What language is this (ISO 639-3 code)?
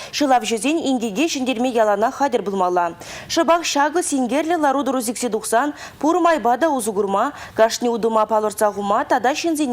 chv